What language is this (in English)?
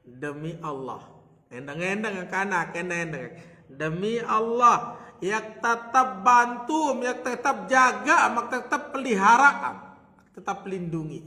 Sasak